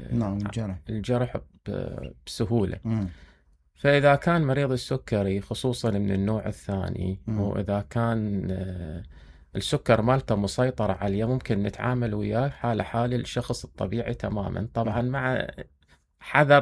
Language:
Mesopotamian Arabic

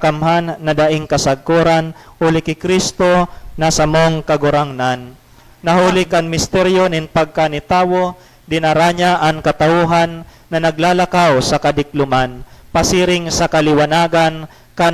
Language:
Bikol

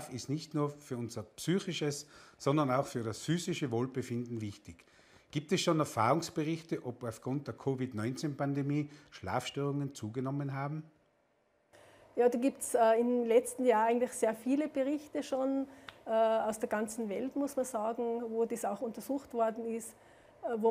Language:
German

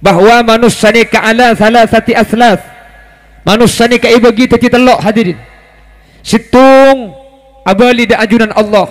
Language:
Madurese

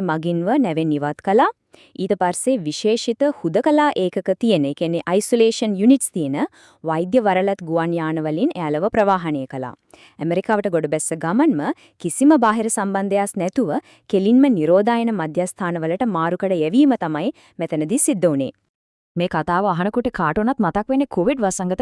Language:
Sinhala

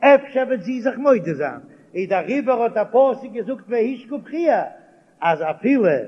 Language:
Yiddish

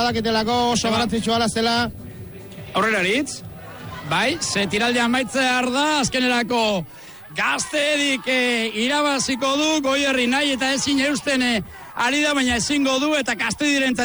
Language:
Basque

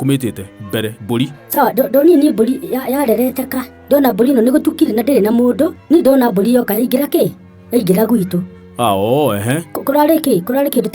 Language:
Kikuyu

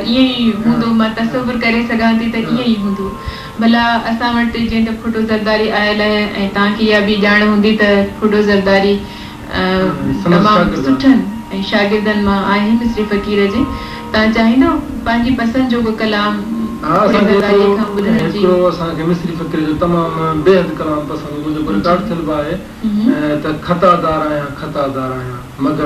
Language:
Sindhi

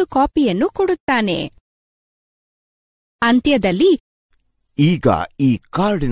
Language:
Kannada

